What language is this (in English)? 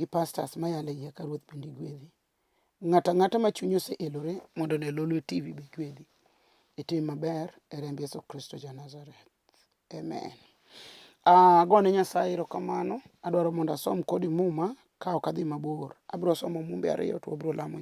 Luo (Kenya and Tanzania)